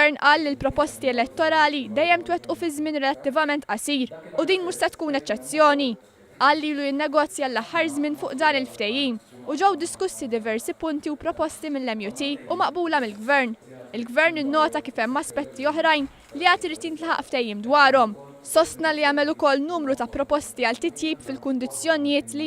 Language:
Maltese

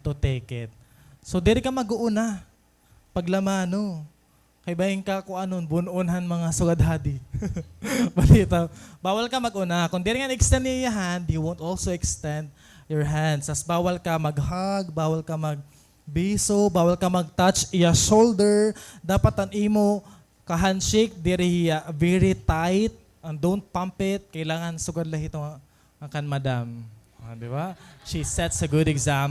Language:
Waray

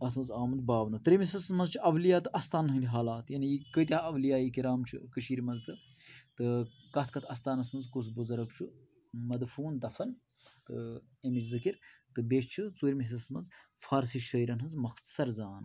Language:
Kashmiri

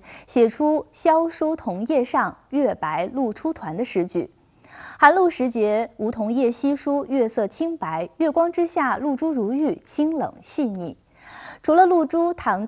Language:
Chinese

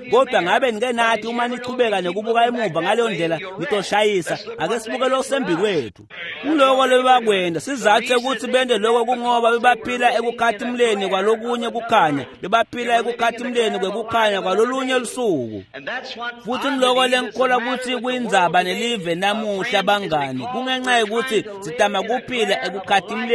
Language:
Swati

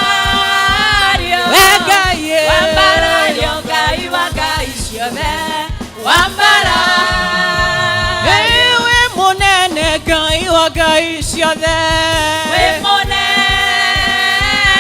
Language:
Kikuyu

